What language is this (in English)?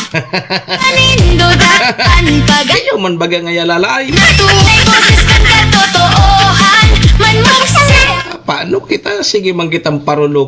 Bikol